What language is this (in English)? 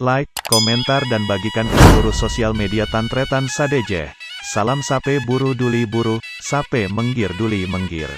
Madurese